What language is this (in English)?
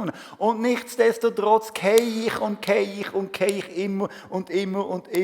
Swiss German